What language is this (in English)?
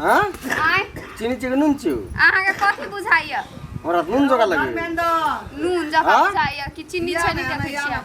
Maithili